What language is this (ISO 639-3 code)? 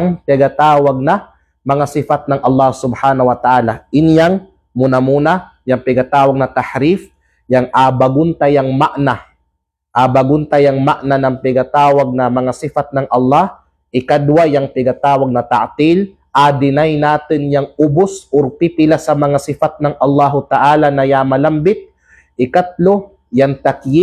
kqe